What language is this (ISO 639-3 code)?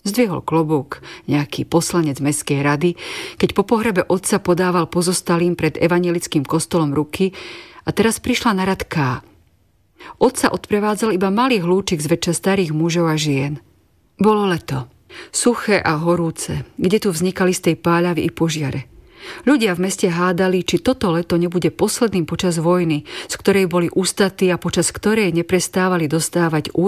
slk